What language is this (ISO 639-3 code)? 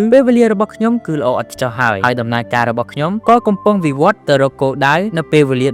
khm